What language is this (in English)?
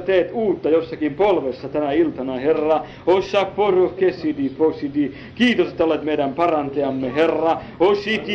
Finnish